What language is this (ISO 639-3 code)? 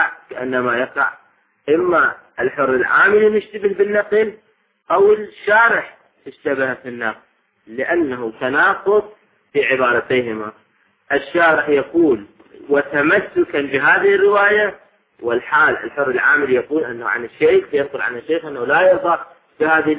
ara